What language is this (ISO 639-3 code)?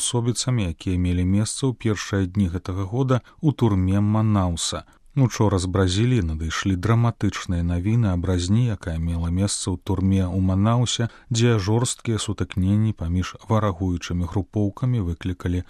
bel